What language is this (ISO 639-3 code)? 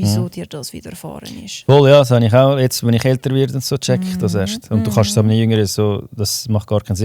gsw